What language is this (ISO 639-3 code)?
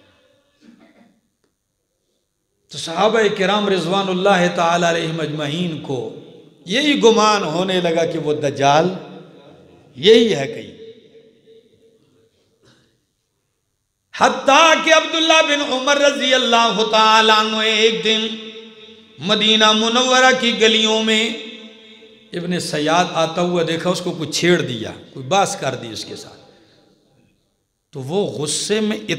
urd